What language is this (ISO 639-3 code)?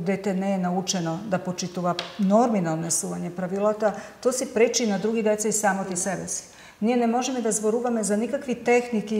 mkd